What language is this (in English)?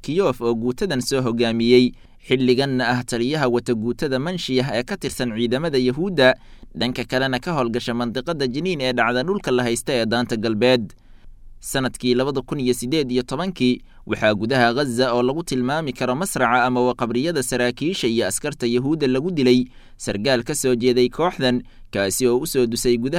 Somali